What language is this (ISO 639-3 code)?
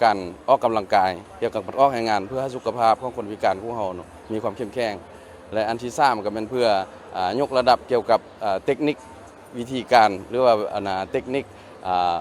lao